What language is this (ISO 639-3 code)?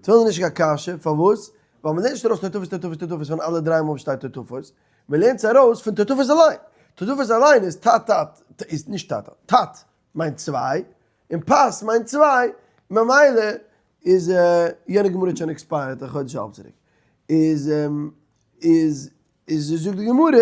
yid